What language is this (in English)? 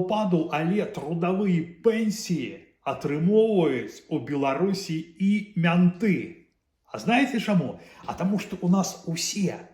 Belarusian